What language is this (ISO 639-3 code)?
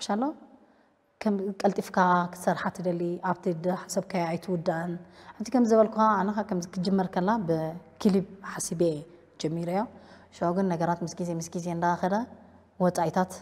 tir